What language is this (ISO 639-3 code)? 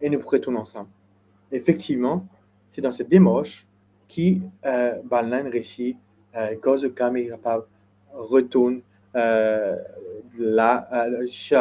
mfe